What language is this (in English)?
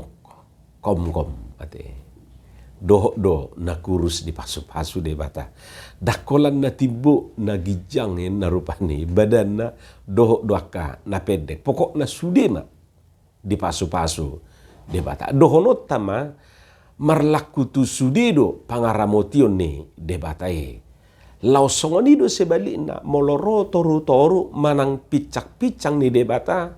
Batak Toba